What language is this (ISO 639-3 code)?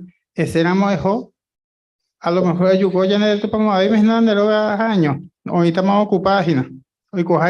grn